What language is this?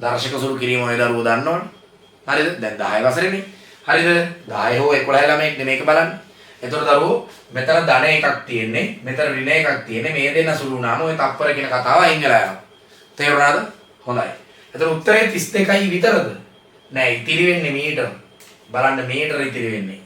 Sinhala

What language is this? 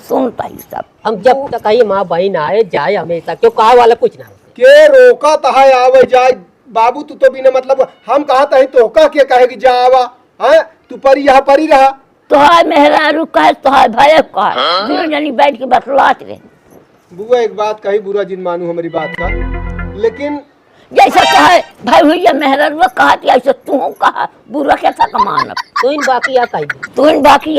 Awadhi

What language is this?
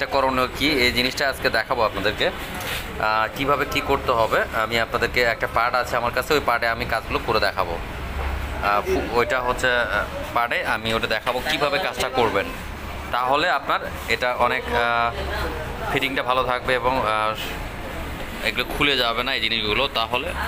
Bangla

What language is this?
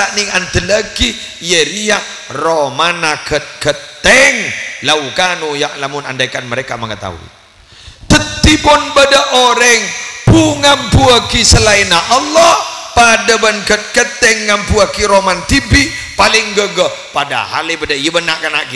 Madurese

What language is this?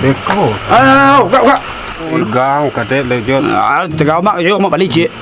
Minangkabau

